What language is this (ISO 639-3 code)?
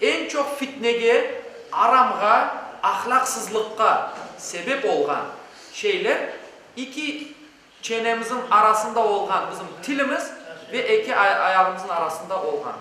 crh